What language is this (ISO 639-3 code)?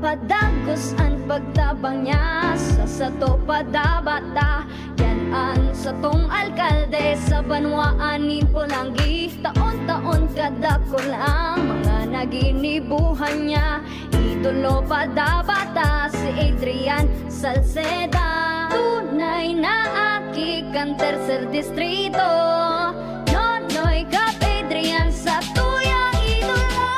bik